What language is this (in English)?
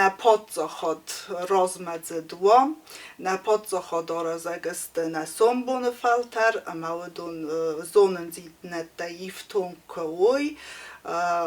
Ossetic